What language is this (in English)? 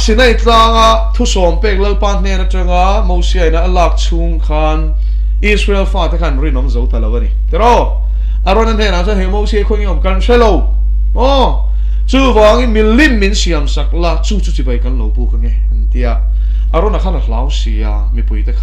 Mizo